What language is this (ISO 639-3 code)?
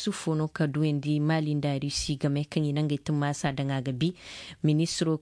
ses